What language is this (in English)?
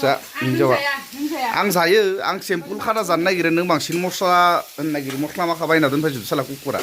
Bodo